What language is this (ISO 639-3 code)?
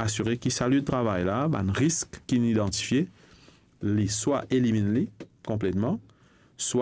mfe